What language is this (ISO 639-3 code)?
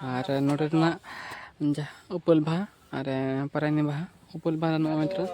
sat